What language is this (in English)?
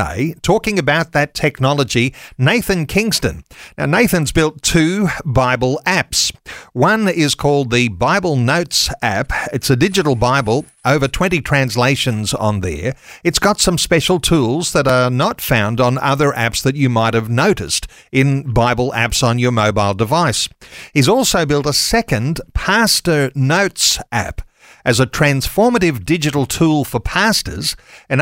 English